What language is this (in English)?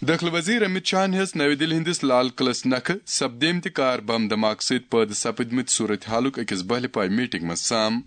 Kashmiri